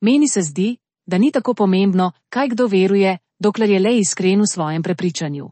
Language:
Slovenian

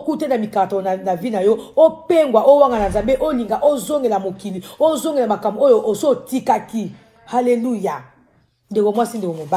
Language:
Lingala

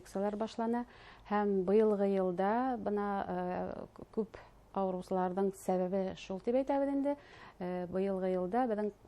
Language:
Bashkir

